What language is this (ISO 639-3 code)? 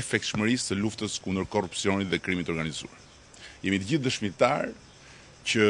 sqi